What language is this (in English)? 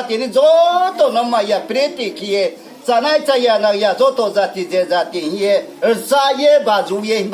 Riang (India)